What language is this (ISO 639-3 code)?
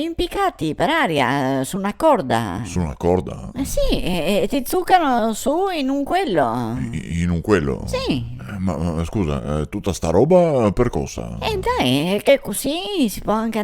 vec